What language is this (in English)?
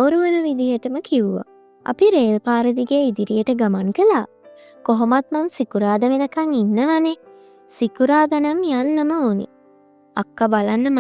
Sinhala